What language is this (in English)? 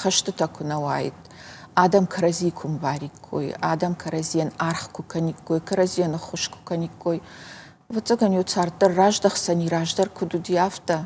Ossetic